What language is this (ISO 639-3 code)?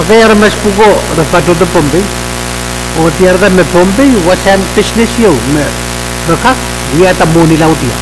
pon